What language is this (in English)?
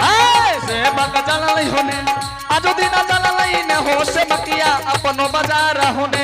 Angika